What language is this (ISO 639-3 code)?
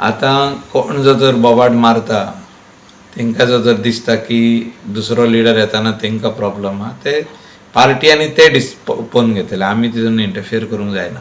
kok